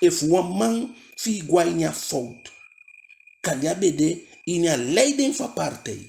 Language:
Eastern Maroon Creole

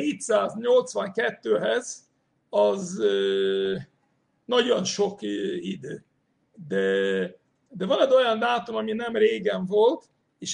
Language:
Hungarian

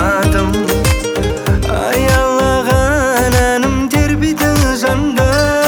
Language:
Kazakh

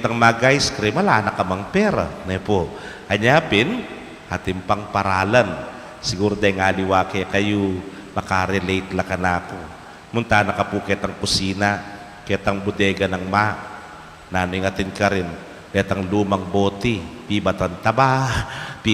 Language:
Pampanga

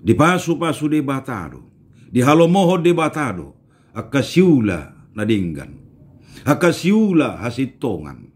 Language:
Batak Toba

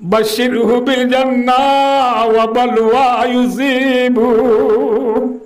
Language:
Rohingya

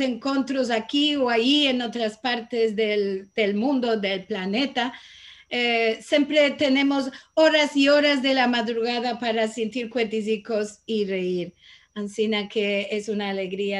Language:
Ladino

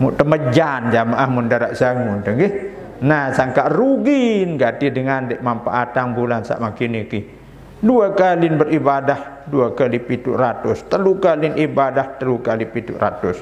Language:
Sasak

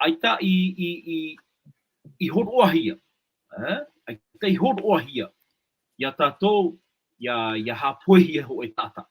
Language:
Tahitian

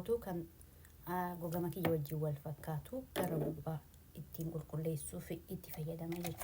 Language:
Oromo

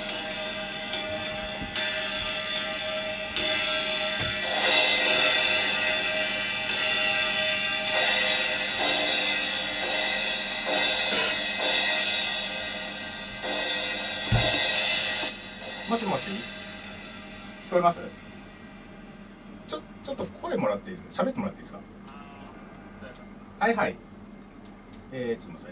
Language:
Japanese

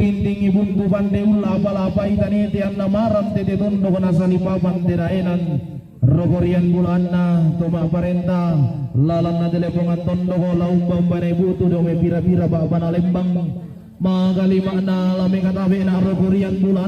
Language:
Toraja-Sa'dan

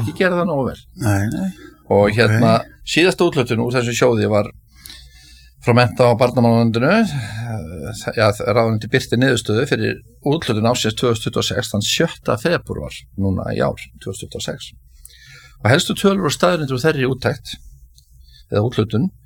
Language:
Icelandic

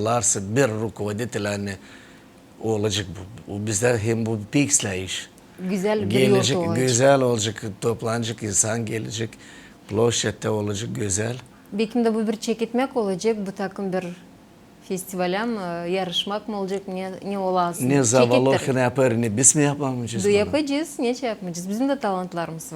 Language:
Gagauz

